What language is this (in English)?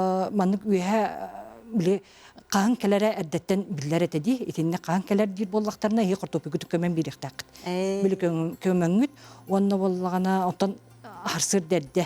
Yakut